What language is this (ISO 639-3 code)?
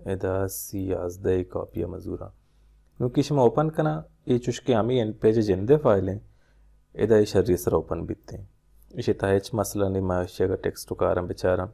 bal